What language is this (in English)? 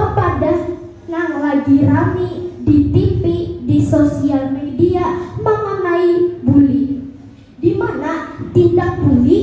Banjar